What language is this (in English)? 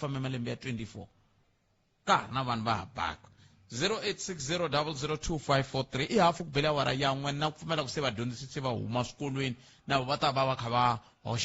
Tsonga